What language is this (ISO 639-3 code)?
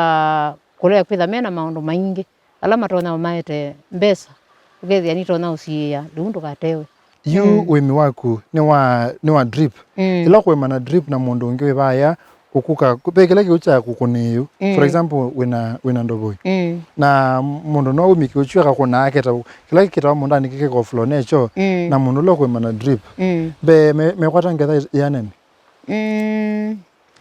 kam